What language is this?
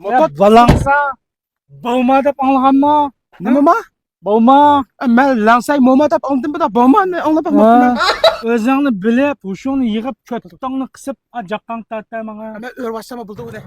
Uyghur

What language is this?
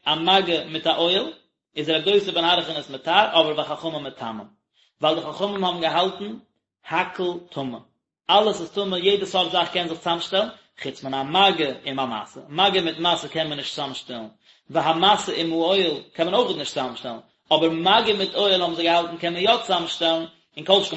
Yiddish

